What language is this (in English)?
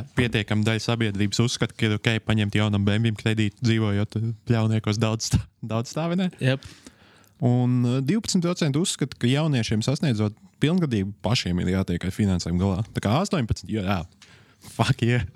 Latvian